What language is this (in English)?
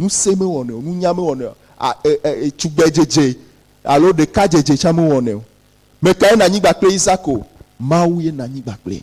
Ewe